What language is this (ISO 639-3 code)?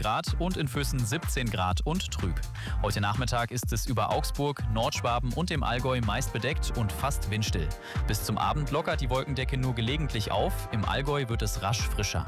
deu